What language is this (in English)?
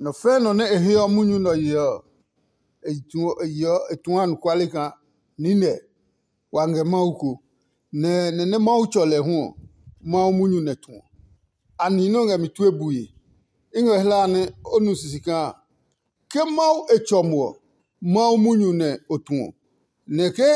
Adangme